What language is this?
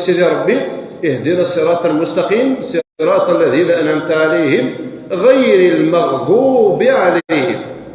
Kabyle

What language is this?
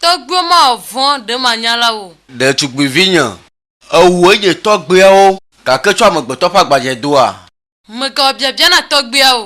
Ewe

